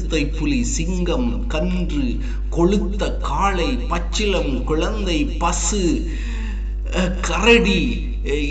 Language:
Tamil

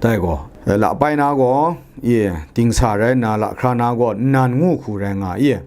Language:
Kachin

